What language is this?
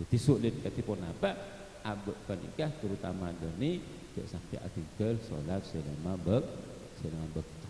Madurese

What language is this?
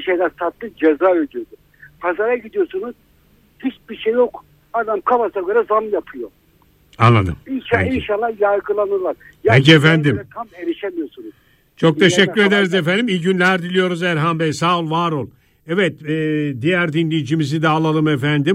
Turkish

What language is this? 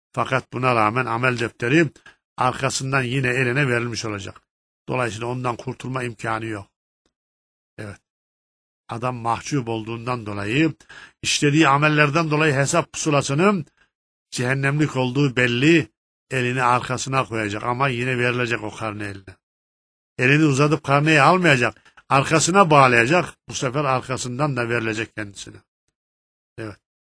Turkish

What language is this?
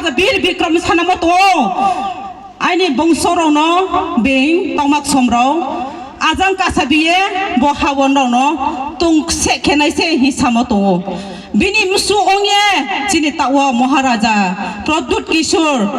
Riang (India)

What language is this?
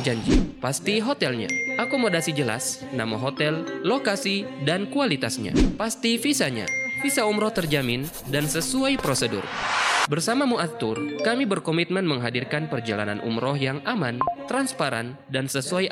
Indonesian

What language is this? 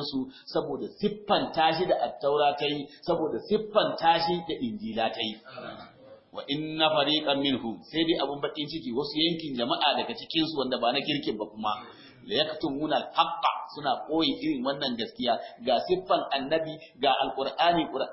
Hausa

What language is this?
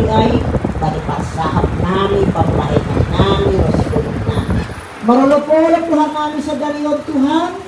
Batak Simalungun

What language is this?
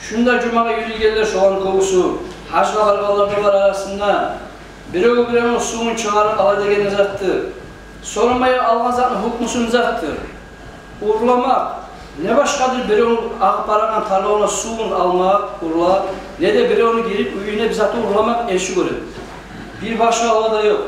Kumyk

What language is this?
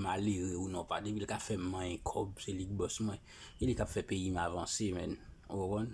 Haitian Creole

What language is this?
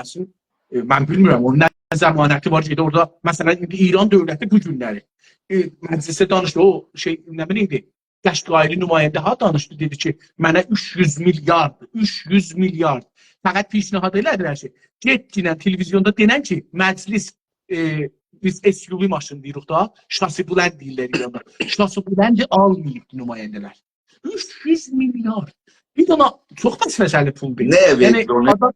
South Azerbaijani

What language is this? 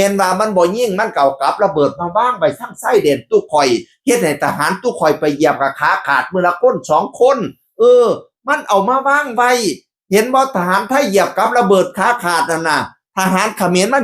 Northeastern Thai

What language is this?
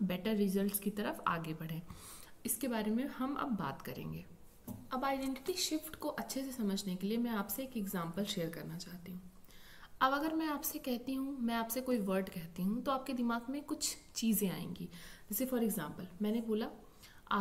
Hindi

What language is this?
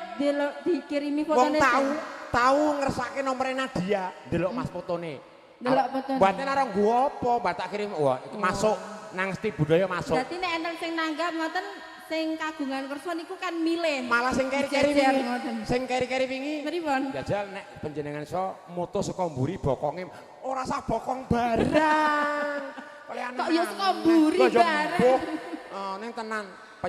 Javanese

